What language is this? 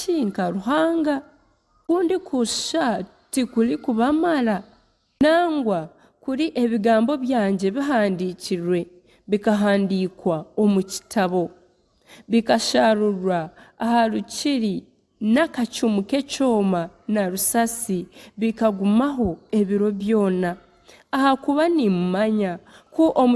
Nyankole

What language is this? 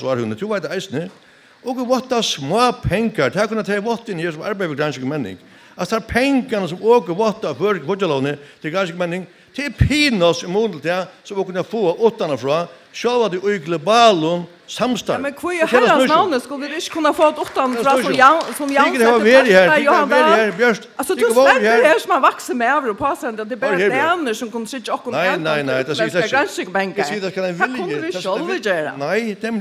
Faroese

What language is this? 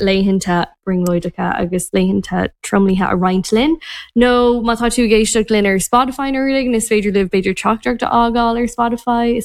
Irish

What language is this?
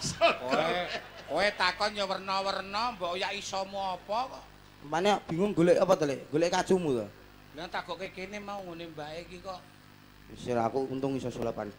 Javanese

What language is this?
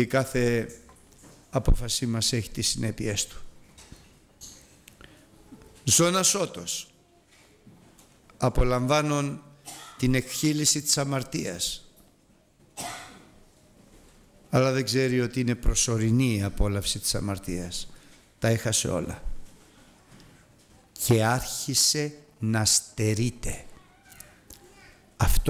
Greek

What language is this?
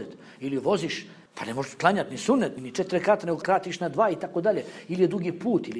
Bosnian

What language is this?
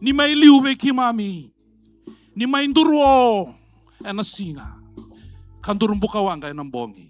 Fijian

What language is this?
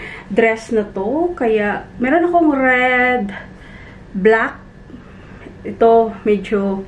Filipino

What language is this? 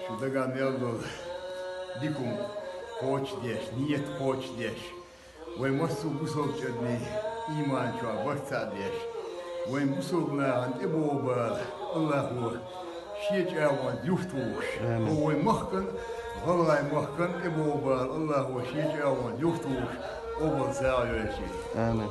Chechen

